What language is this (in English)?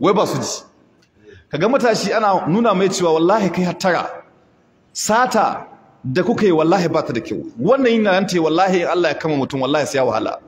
Hausa